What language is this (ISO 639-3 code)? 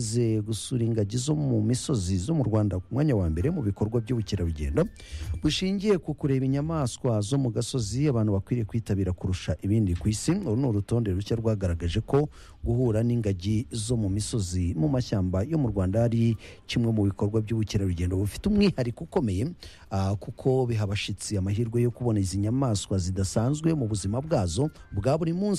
kin